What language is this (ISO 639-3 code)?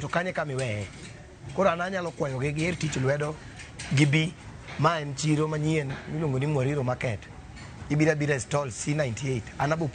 luo